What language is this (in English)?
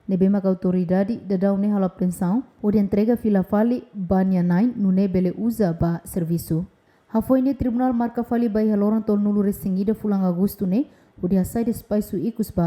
Tetum